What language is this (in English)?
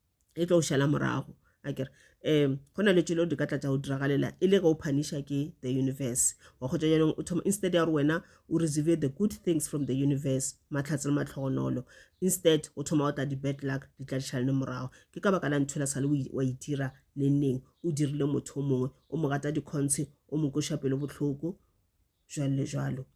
Northern Sotho